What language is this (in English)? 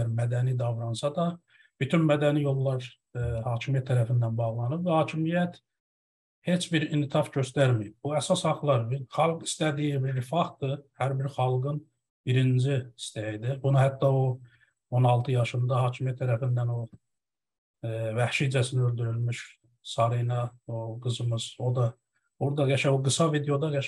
South Azerbaijani